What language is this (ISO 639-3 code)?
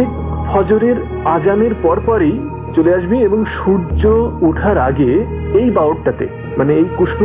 ben